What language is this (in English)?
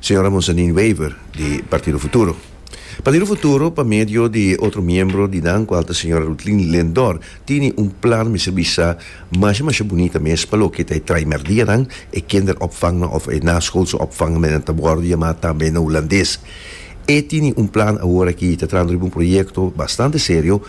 Papiamento